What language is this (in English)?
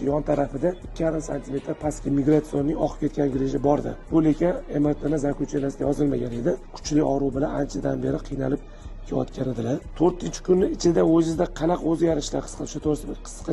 Uzbek